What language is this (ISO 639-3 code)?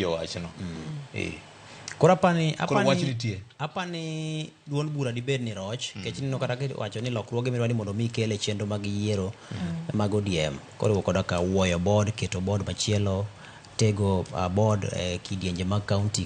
luo